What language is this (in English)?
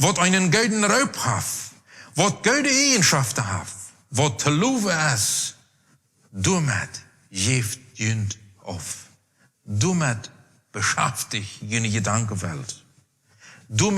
Plautdietsch